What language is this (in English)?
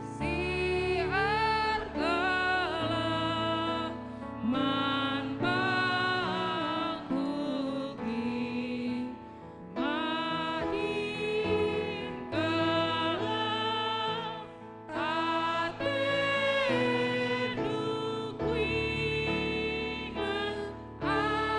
Batak Karo